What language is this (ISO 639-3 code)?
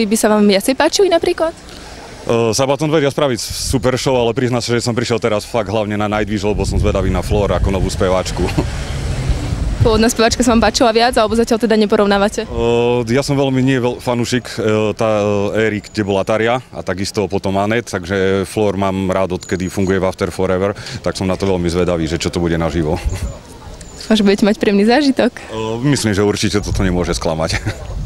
slk